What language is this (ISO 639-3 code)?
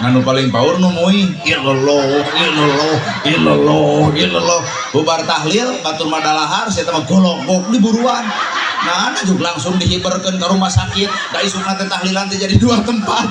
sun